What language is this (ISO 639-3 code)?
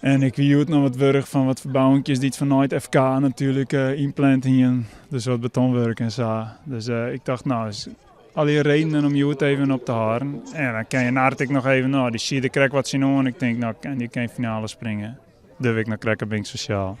fry